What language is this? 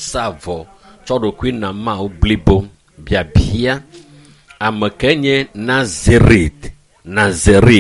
Ewe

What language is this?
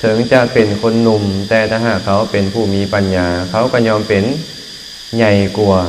Lao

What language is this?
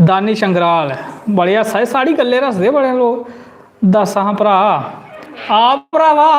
Dogri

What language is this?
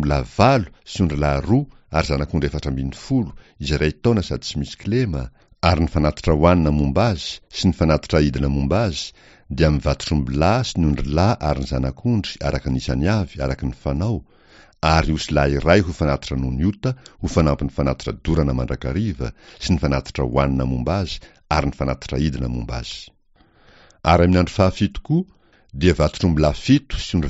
Malagasy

